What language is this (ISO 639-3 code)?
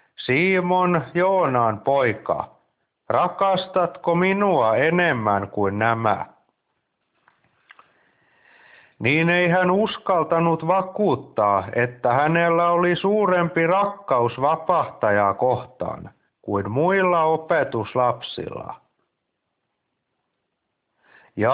fin